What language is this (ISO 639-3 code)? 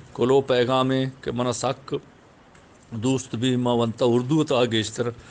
bgp